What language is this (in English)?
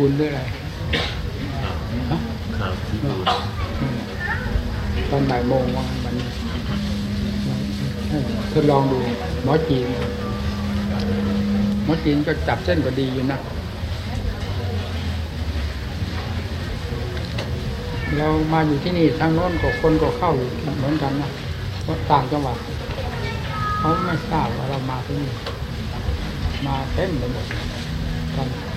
Thai